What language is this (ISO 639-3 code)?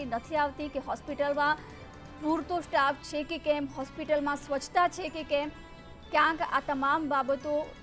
guj